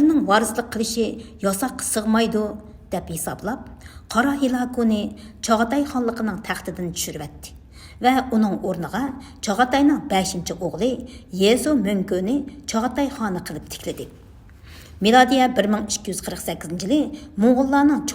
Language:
Uyghur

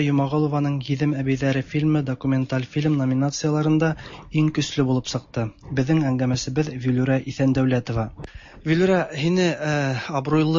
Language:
Tatar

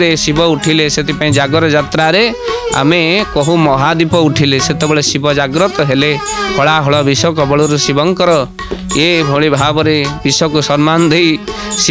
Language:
Odia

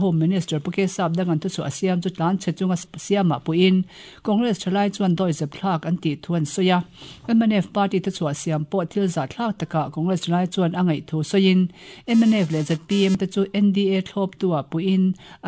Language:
Mizo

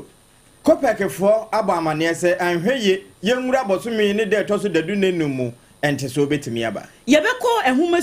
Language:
Akan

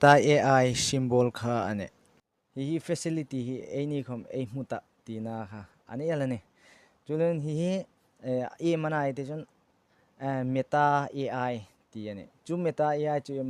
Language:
Hmar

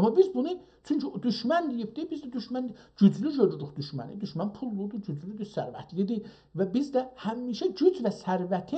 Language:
South Azerbaijani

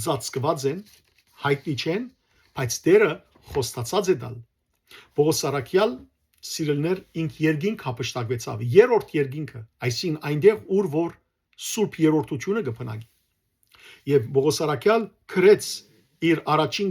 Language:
Western Armenian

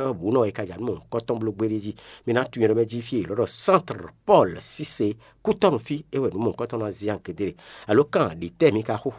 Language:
Fon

